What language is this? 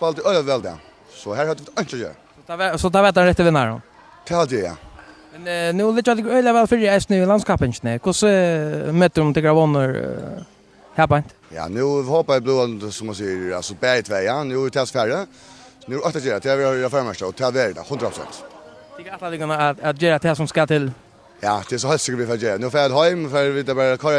Faroese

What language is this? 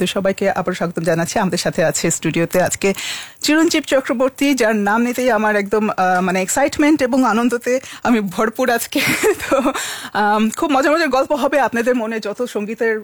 Bangla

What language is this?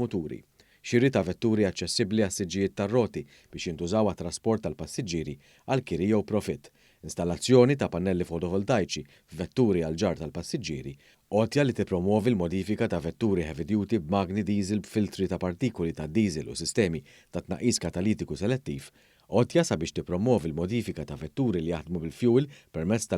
Maltese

